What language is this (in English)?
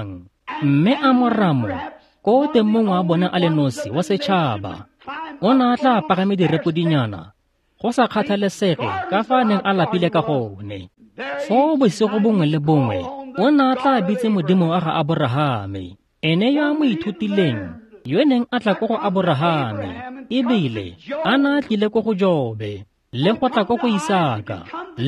Tswana